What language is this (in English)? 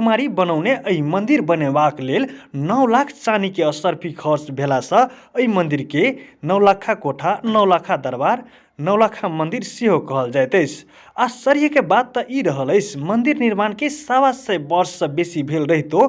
Maithili